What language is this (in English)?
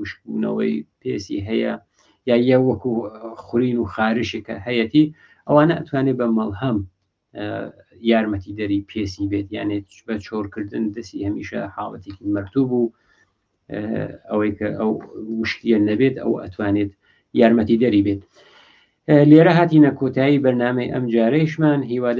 Central Kurdish